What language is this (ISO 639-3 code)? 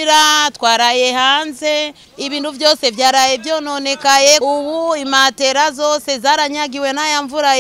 run